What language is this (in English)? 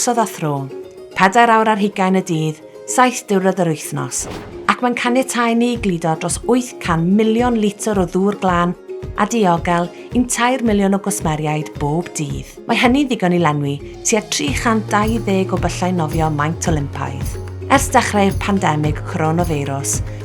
Welsh